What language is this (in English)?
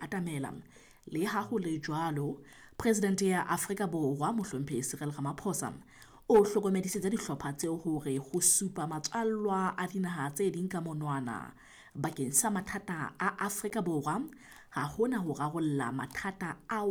Southern Sotho